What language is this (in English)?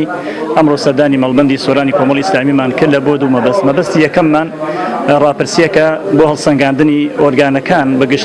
Central Kurdish